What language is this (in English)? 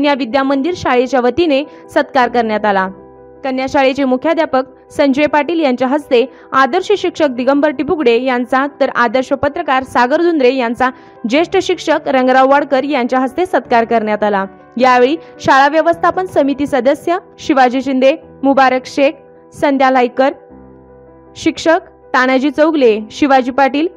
Marathi